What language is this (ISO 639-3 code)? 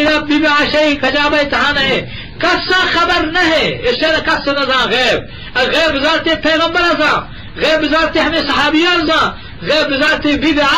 bgp